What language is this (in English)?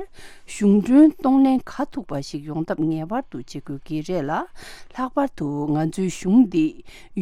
Tibetan